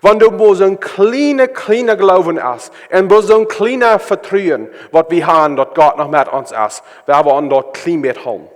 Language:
Plautdietsch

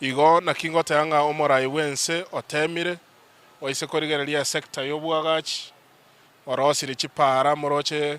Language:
Gusii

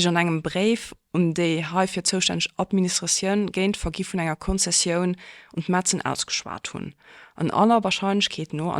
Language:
Luxembourgish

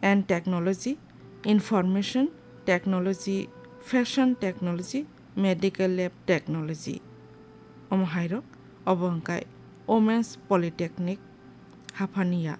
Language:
Kok Borok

